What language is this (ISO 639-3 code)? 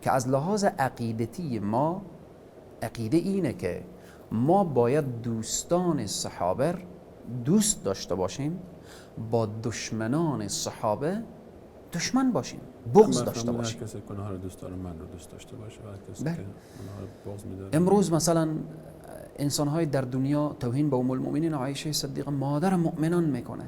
fas